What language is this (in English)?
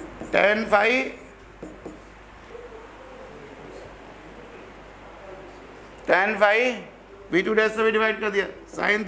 Hindi